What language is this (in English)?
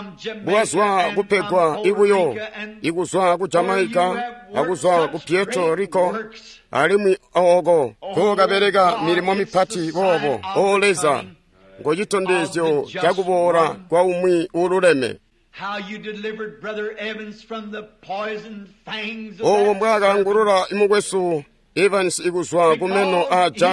Tonga (Zambia)